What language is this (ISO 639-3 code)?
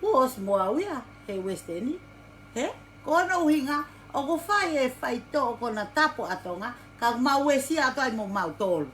ton